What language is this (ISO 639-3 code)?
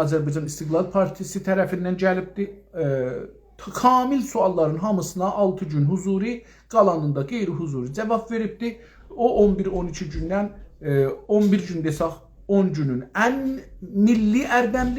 azb